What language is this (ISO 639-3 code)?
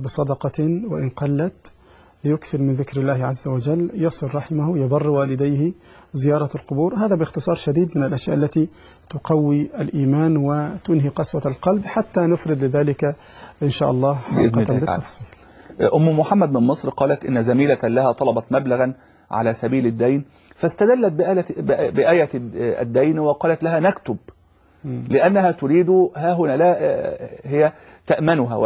ara